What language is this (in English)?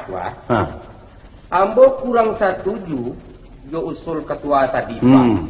Minangkabau